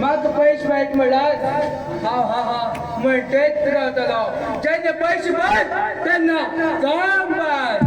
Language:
Konkani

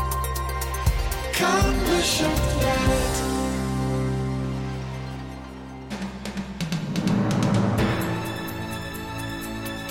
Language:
Hebrew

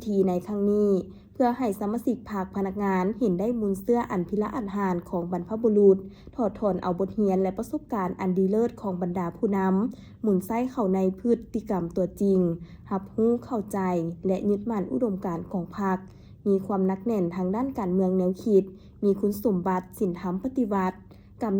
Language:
Lao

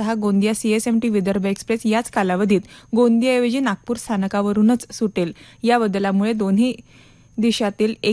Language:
Marathi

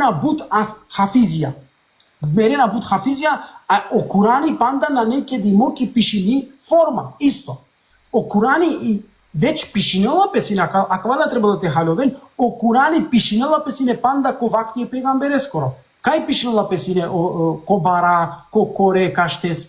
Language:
Balkan Romani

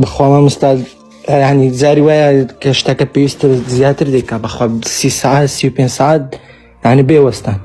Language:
Central Kurdish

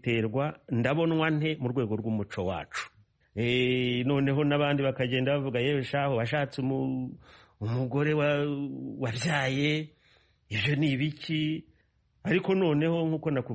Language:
Kinyarwanda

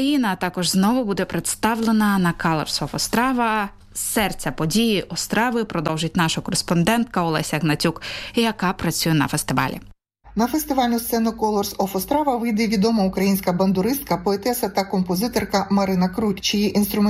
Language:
Ukrainian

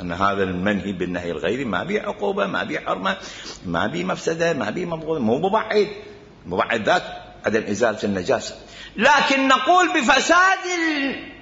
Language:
Mesopotamian Arabic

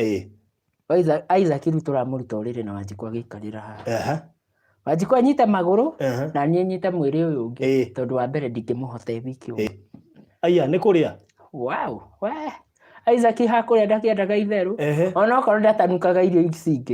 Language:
Kikuyu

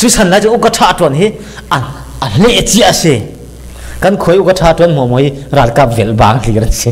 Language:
Falam Chin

